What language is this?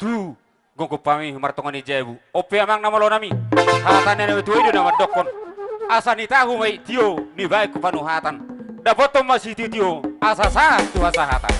Batak Toba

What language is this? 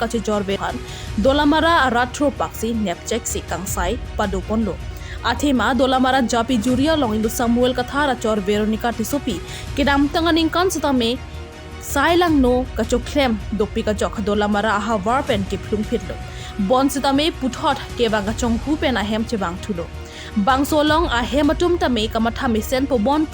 Karbi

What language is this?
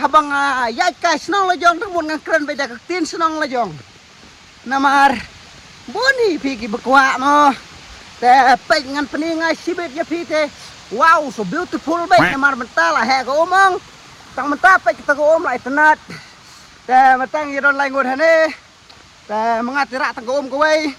Khasi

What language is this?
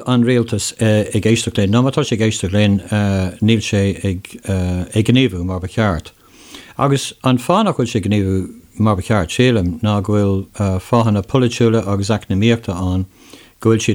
Irish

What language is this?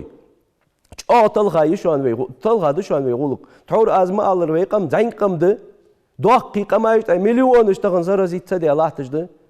Ingush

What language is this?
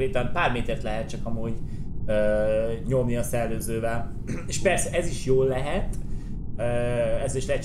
Hungarian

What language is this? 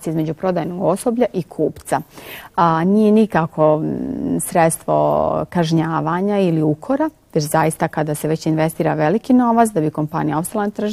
Bosnian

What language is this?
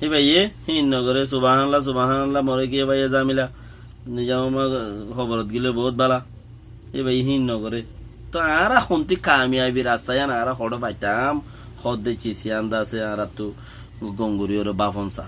Rohingya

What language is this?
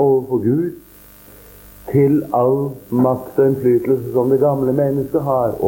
Norwegian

